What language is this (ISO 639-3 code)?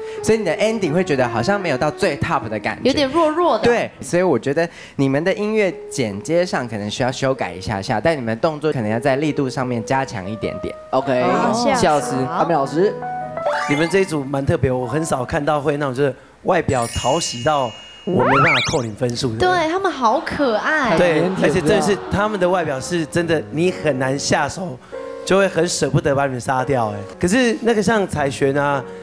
zho